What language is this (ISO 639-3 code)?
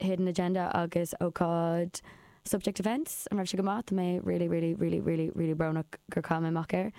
gle